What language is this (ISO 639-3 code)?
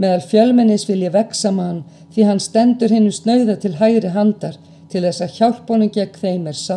isl